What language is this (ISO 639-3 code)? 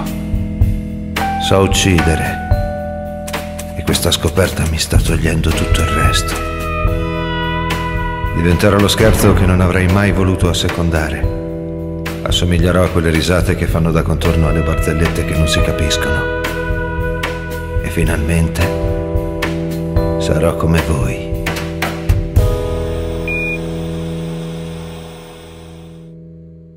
ita